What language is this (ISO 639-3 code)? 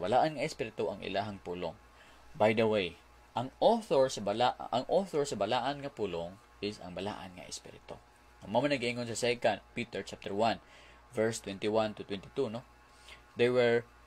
ceb